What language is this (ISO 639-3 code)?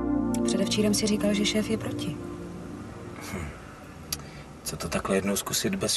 ces